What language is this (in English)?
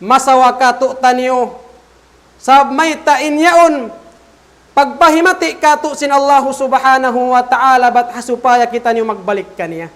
Tausug